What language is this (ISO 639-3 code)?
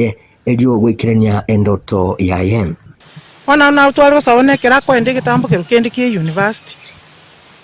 guz